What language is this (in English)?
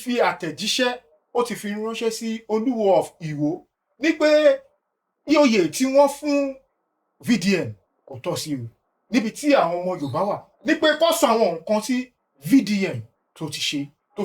Yoruba